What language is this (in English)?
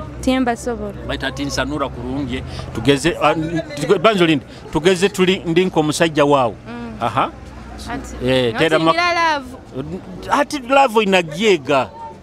Nyoro